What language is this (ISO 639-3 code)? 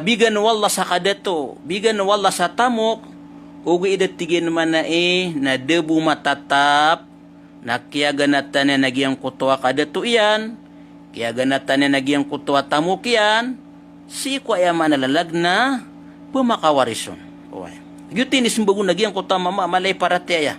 mrw